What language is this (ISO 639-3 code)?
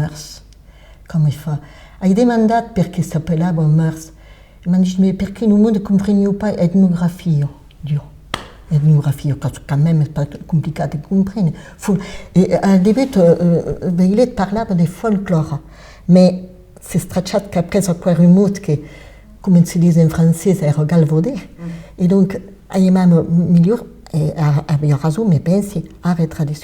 oci